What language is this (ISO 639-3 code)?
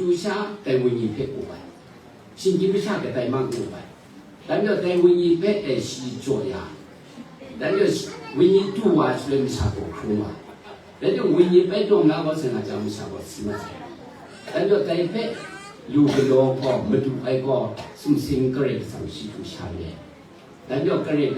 kac